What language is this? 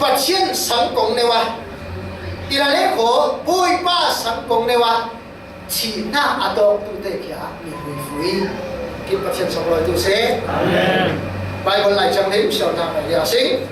Falam Chin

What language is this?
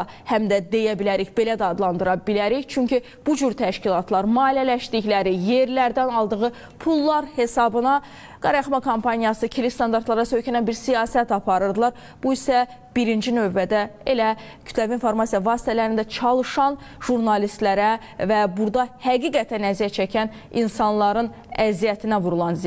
Azerbaijani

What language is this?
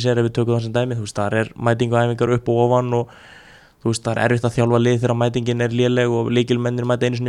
Icelandic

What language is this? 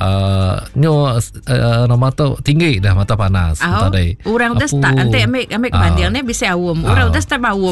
Iban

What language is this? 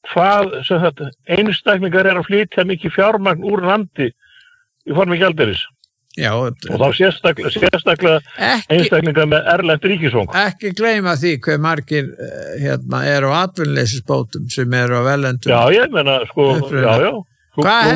Icelandic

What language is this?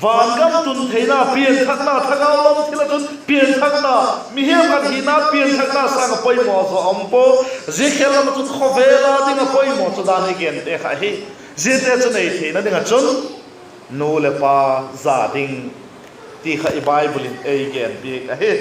Vaiphei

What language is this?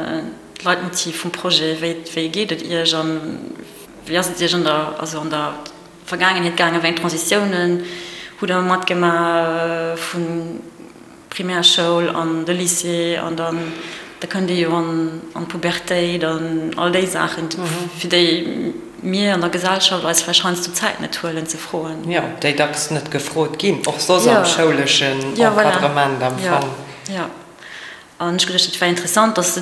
Luxembourgish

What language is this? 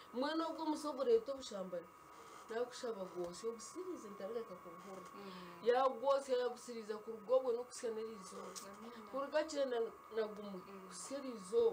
Nyankole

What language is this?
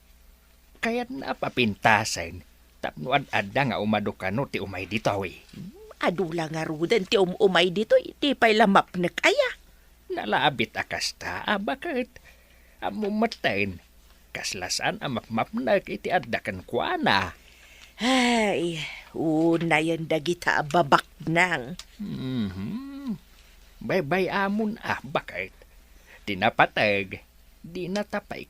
Iloko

